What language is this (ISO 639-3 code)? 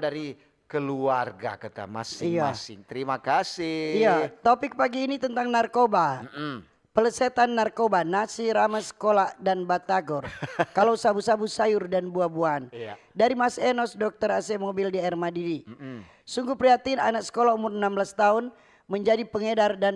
xmm